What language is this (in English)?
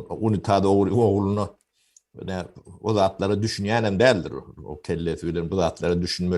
Turkmen